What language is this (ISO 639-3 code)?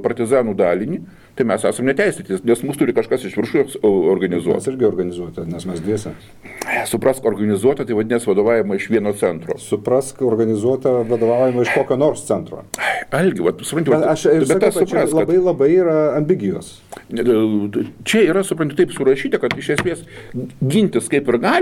lit